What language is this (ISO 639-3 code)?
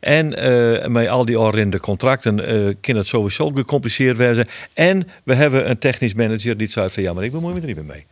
fry